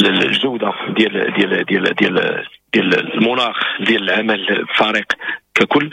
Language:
Moroccan Arabic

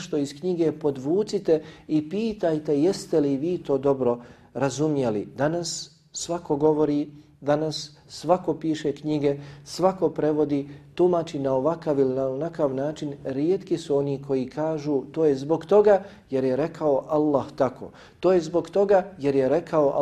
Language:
Bosnian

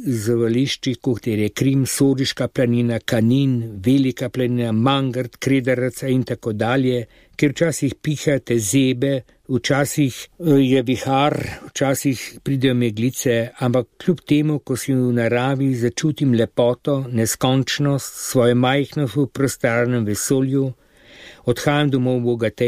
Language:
Slovenian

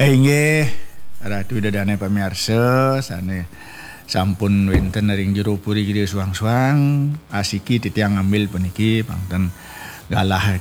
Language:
Balinese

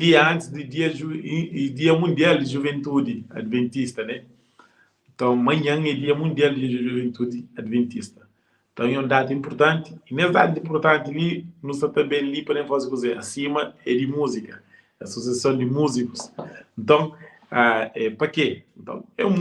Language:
Kabuverdianu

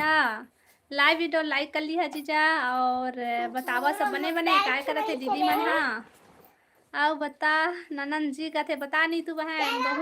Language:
Chhattisgarhi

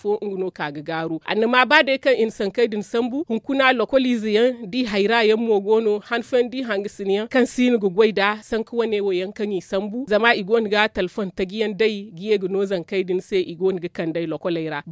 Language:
Zarma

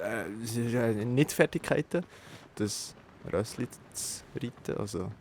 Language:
Swiss German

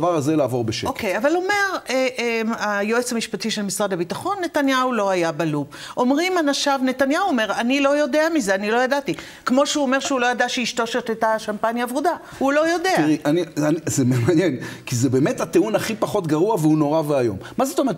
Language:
Hebrew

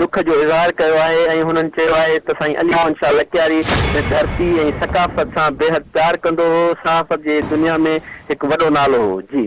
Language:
Sindhi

